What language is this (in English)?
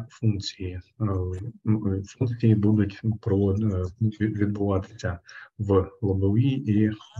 Ukrainian